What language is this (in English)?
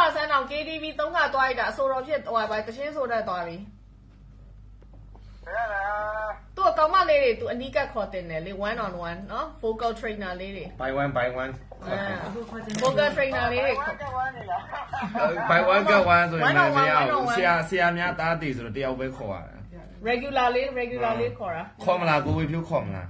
Burmese